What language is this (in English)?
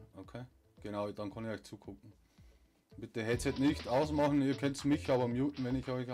Bavarian